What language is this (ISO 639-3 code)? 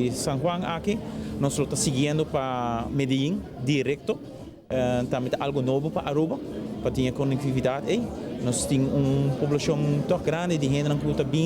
pap